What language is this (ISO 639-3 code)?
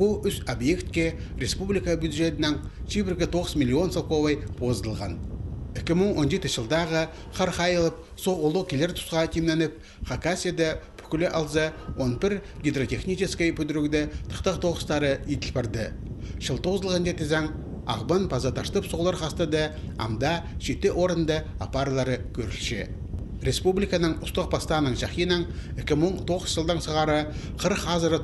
kjh